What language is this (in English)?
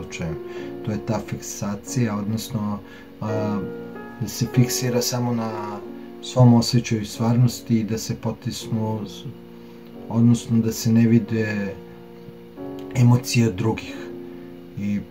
Serbian